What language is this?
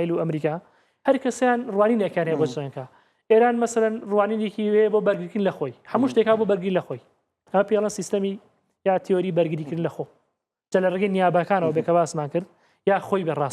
Central Kurdish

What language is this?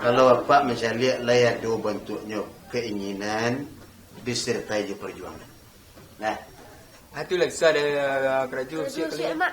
Minangkabau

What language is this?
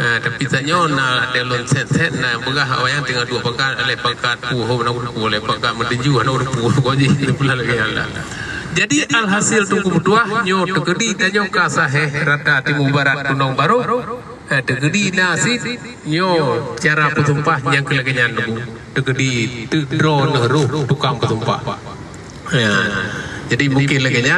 Achinese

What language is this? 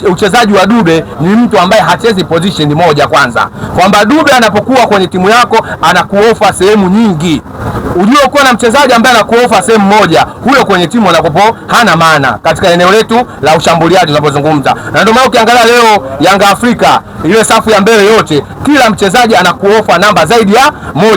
Swahili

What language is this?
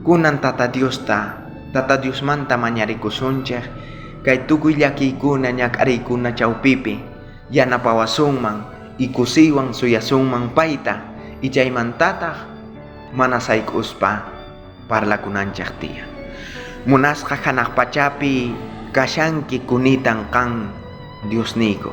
South Bolivian Quechua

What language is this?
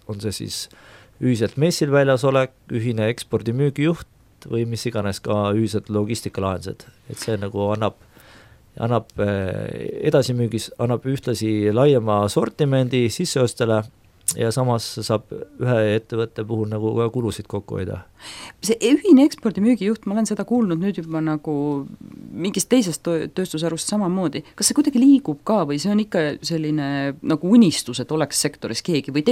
Estonian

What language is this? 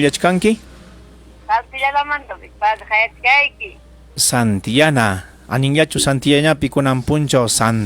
Ayacucho Quechua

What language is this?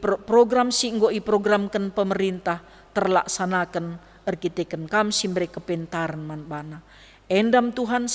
Batak Karo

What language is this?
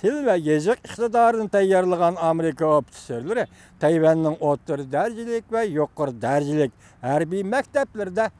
Uyghur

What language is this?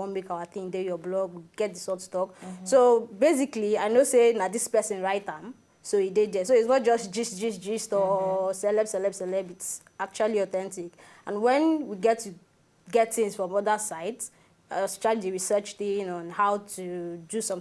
Nigerian Pidgin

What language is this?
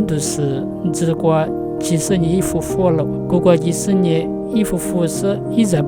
Lisu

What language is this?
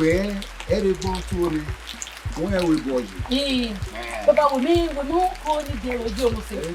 Bini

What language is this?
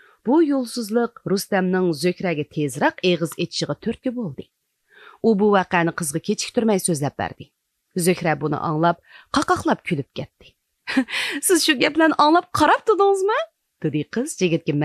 Uyghur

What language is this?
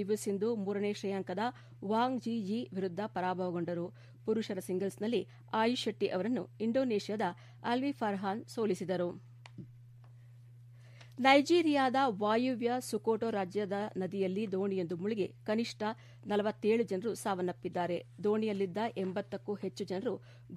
Kannada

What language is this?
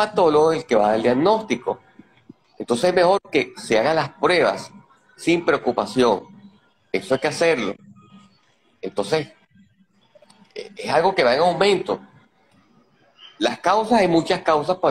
Spanish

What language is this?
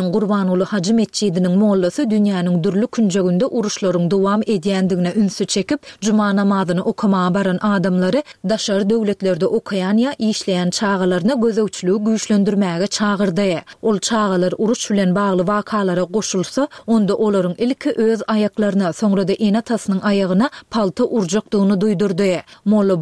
Turkmen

